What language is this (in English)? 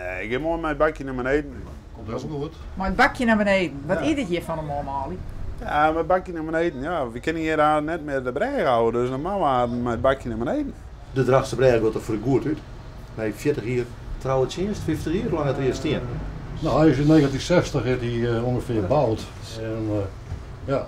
Western Frisian